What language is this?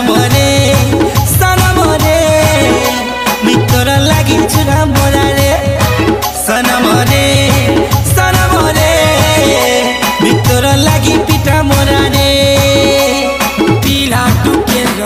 Sambalpuri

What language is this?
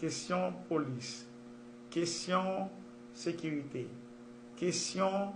Haitian Creole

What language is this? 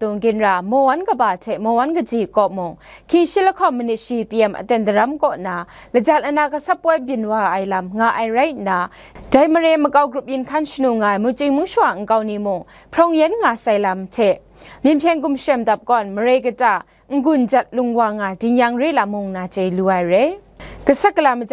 Kachin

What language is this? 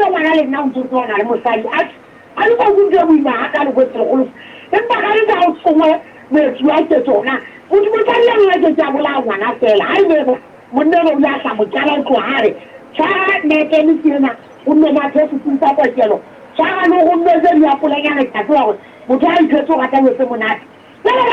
Southern Sotho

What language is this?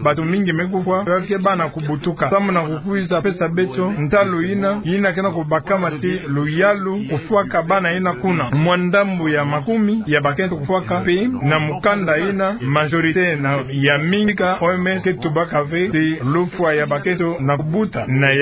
Kituba (Democratic Republic of Congo)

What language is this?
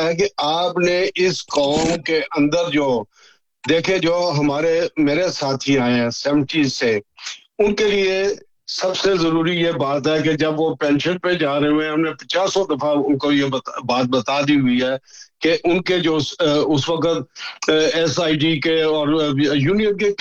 Urdu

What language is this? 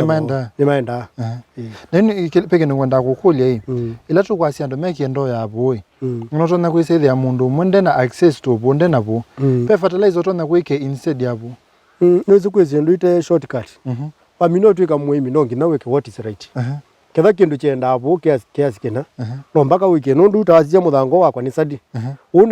Kamba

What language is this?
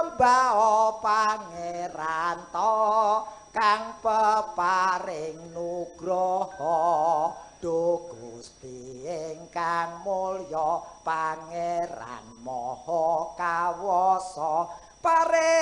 Javanese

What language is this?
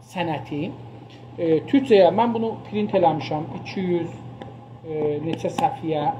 South Azerbaijani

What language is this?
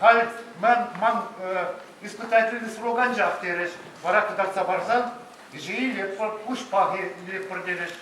Chuvash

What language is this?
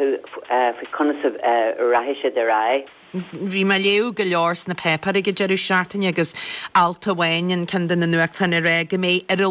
Irish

